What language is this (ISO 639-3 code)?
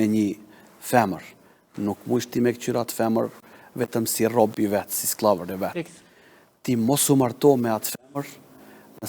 sqi